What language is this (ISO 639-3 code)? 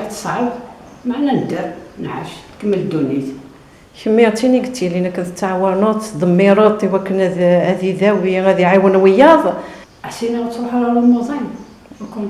kab